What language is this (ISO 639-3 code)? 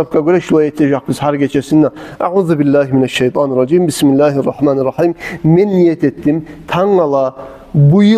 kum